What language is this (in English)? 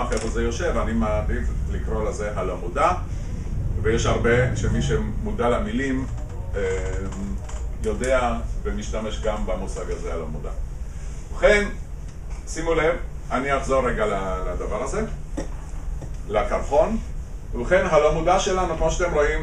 Hebrew